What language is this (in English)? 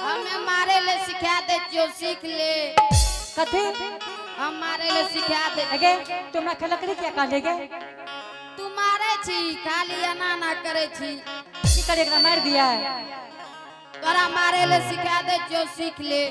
Angika